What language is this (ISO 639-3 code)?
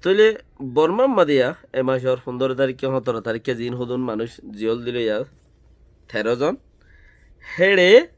rhg